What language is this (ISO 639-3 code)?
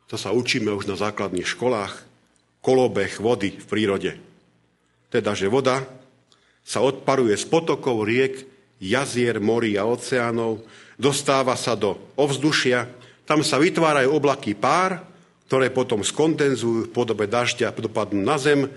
slk